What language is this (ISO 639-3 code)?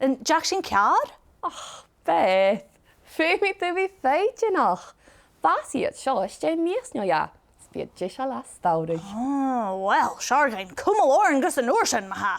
gla